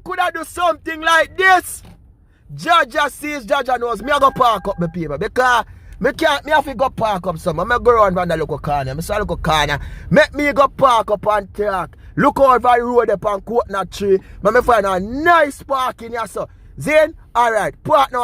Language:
Jamaican Creole English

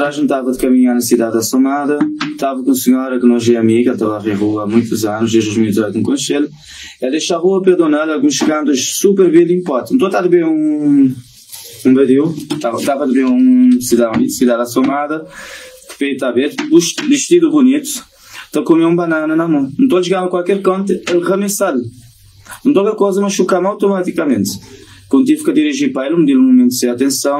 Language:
Kabuverdianu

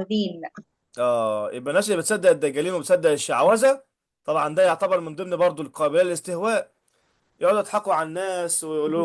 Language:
Egyptian Arabic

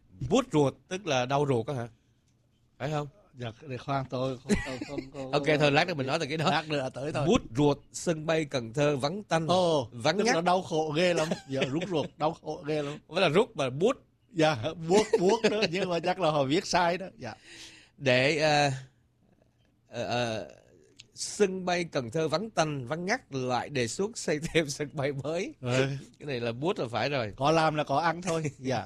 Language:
Vietnamese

